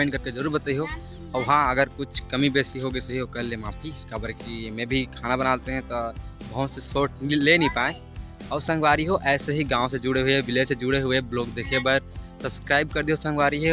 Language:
Chhattisgarhi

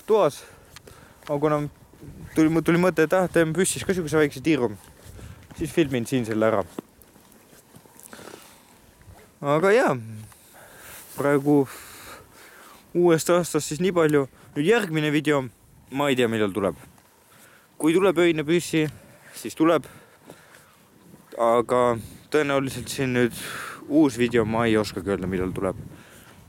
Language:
Estonian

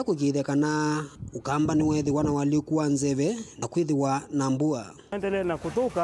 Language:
Kamba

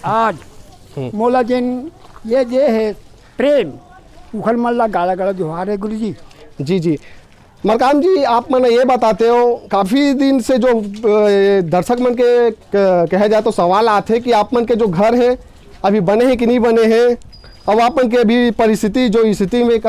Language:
Chhattisgarhi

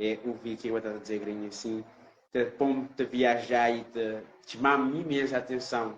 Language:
Kabuverdianu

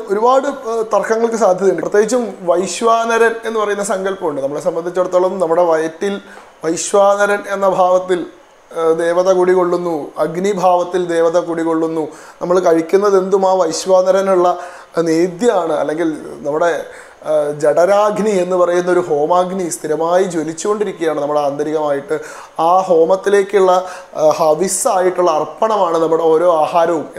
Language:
Malayalam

